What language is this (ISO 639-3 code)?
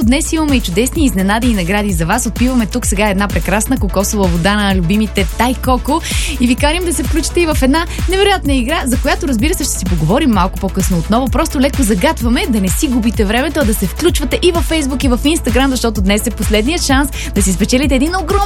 bul